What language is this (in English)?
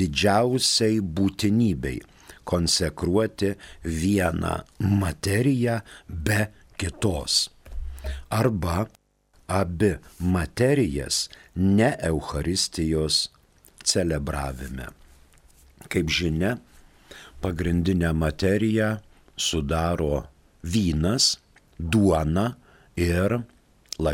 Lithuanian